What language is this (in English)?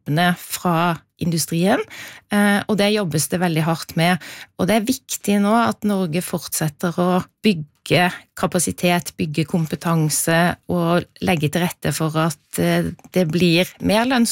Norwegian